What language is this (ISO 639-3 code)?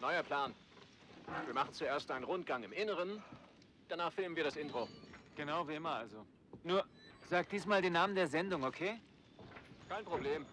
bar